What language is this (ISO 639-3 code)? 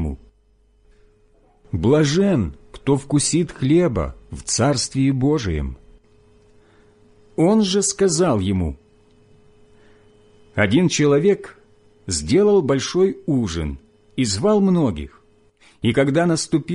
rus